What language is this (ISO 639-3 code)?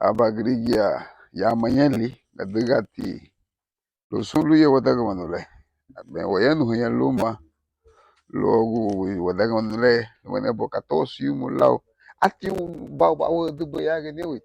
cab